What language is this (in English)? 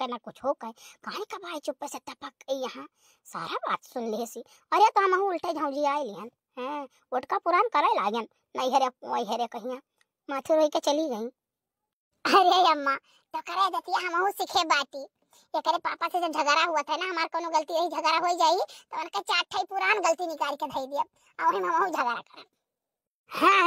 Awadhi